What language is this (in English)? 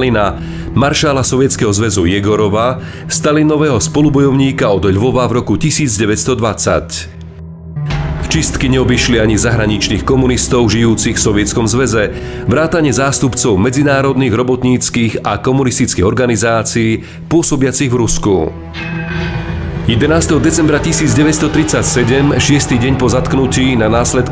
Slovak